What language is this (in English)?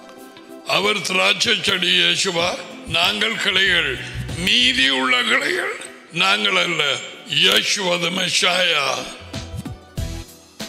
Tamil